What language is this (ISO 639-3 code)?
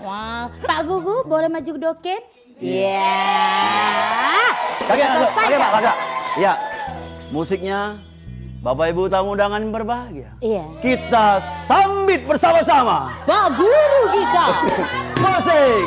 mui